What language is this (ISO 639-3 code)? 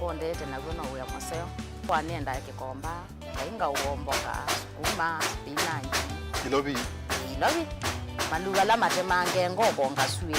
kam